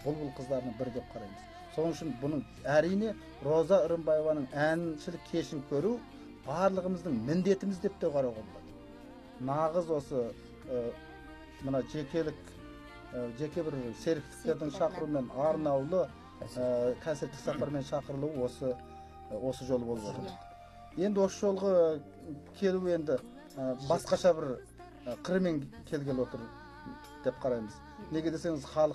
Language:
Kazakh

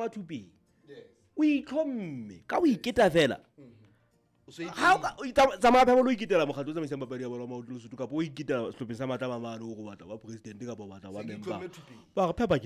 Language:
Southern Sotho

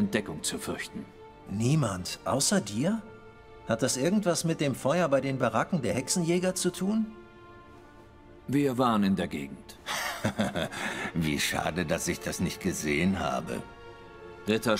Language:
German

